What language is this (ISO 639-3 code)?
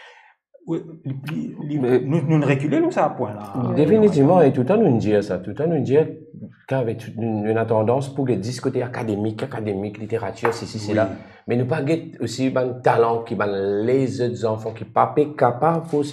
mfe